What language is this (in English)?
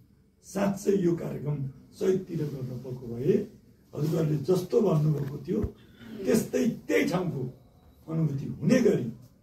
Nepali